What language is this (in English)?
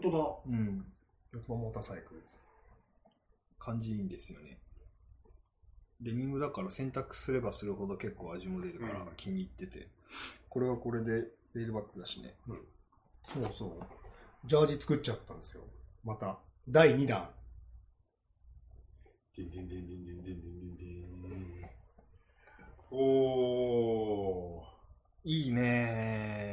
Japanese